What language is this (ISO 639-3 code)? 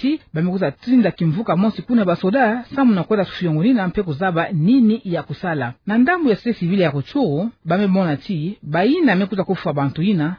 ktu